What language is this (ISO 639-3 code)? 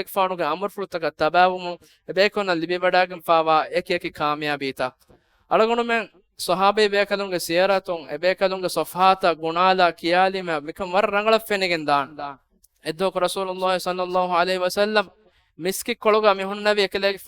div